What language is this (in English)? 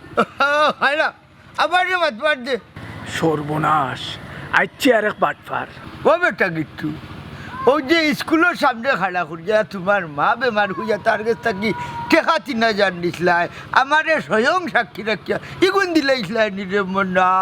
Sylheti